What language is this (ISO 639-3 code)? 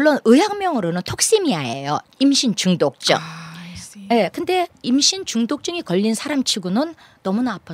kor